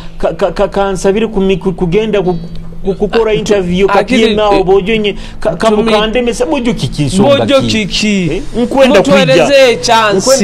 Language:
Nyoro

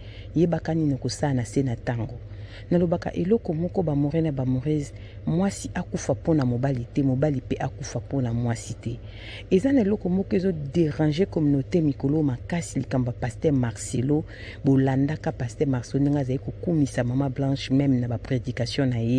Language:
Lingala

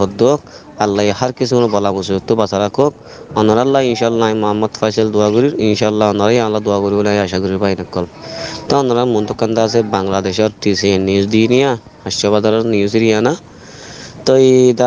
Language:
Rohingya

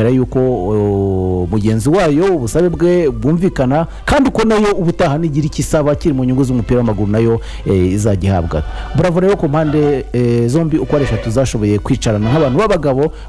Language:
Kinyarwanda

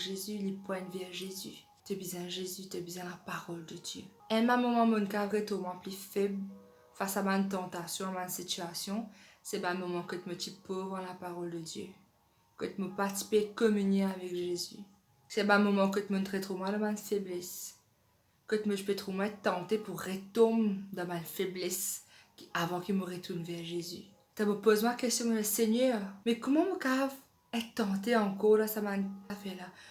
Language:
Morisyen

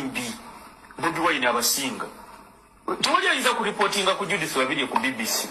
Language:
Ganda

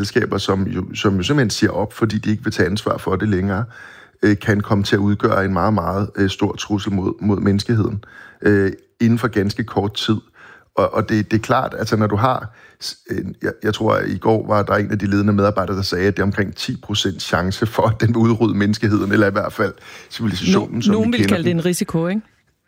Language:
Danish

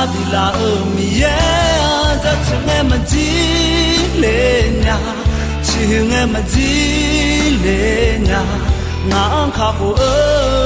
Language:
Akha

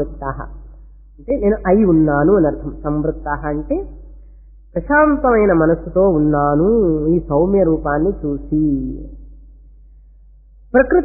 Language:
Telugu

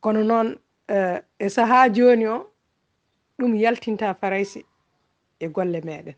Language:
Fula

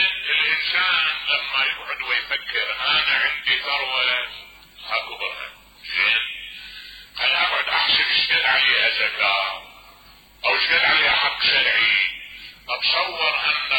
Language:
Mesopotamian Arabic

